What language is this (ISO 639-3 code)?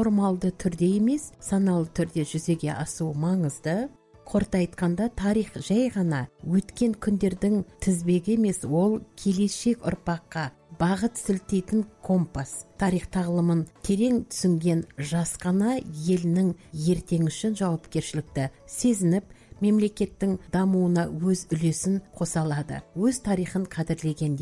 kaz